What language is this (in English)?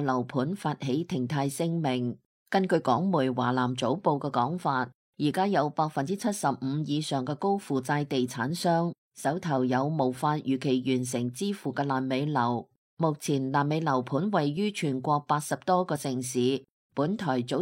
Cantonese